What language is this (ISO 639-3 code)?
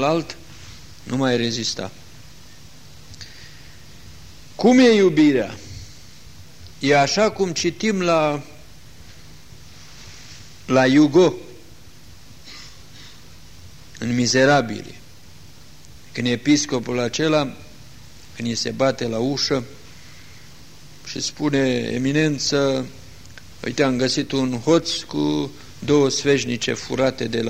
ron